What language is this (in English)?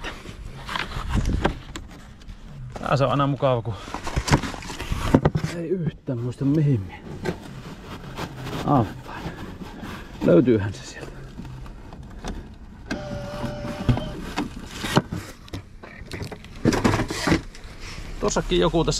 Finnish